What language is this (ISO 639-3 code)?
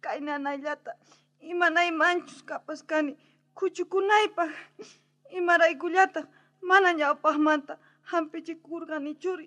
quh